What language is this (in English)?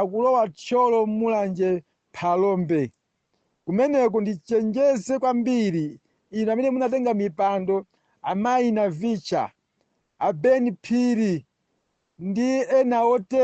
Nyanja